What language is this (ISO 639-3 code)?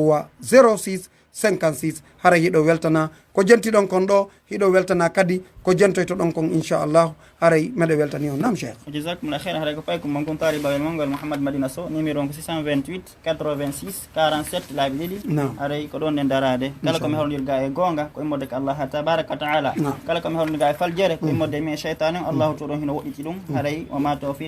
ful